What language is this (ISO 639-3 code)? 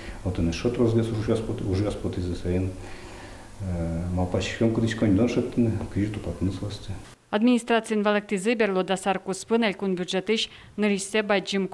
udm